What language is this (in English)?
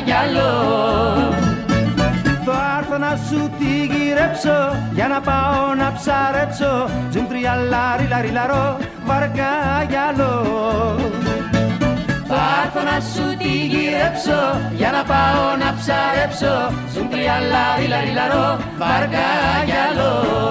Greek